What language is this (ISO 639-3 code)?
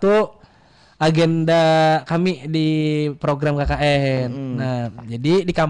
bjn